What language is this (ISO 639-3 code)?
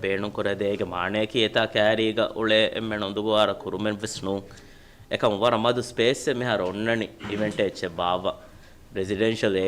div